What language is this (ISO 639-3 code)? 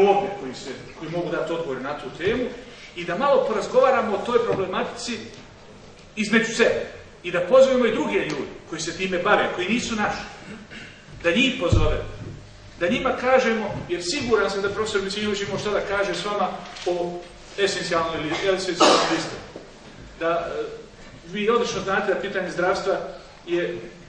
bos